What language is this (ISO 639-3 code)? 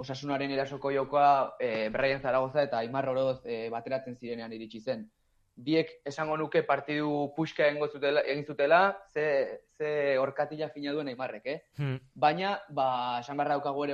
eus